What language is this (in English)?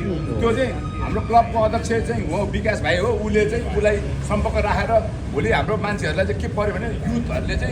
Nepali